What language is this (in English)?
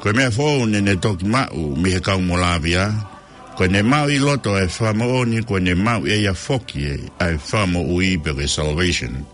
Tongan